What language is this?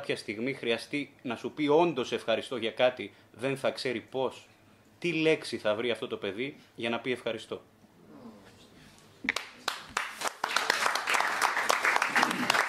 Greek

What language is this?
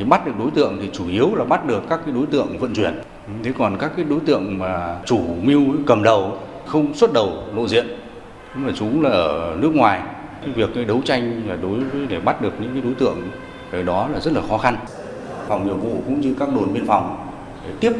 Vietnamese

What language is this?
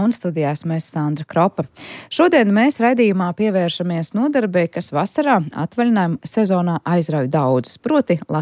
Latvian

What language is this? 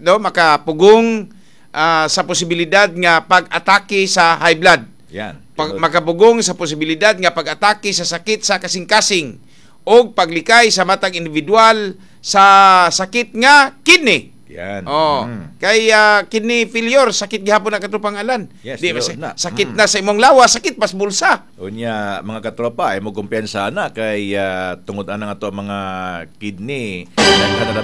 Cebuano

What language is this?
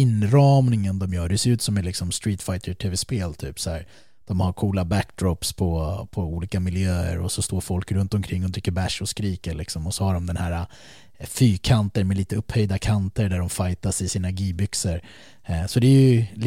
Swedish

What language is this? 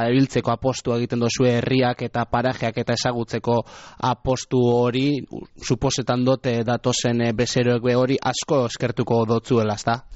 Basque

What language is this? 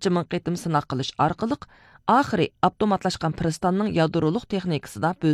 Uyghur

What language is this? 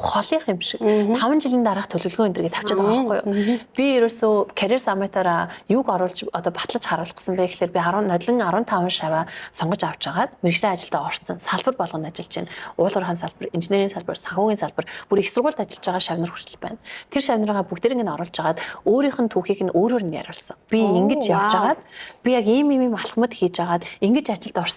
Mongolian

